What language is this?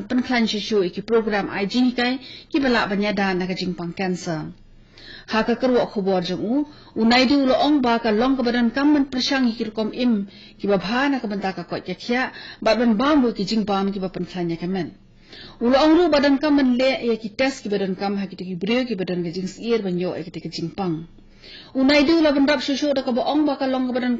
Khasi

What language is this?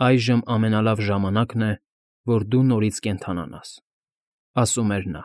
Armenian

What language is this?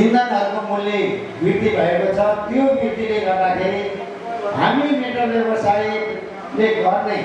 Nepali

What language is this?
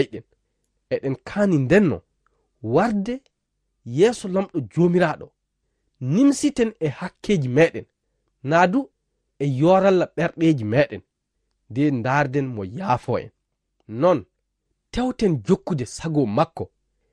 Fula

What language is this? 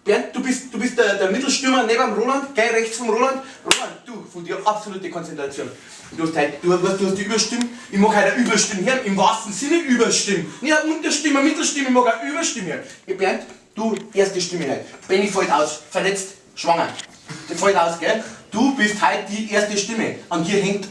Bavarian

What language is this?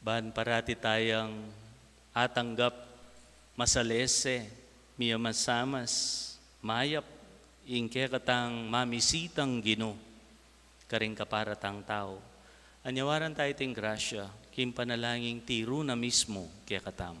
Pampanga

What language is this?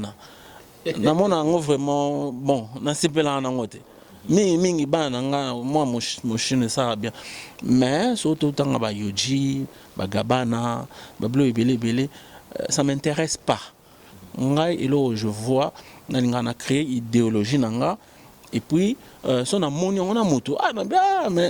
Lingala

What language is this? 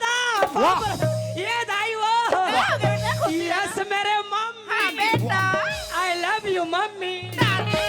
Chhattisgarhi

